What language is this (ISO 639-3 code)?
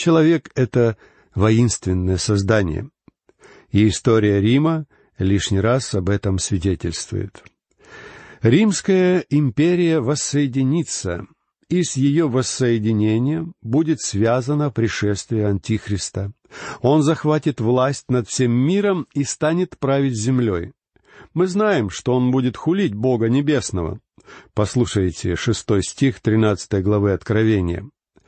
rus